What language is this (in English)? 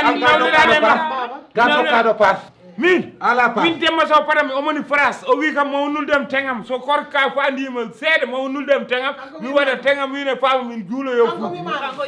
Fula